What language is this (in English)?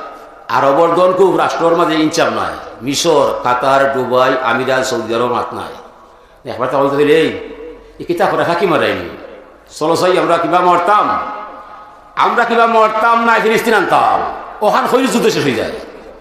Sylheti